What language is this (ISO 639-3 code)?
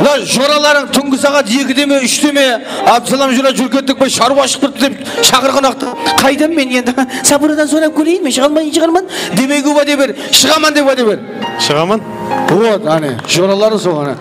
kaa